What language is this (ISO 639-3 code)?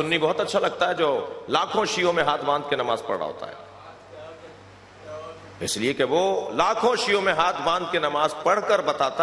urd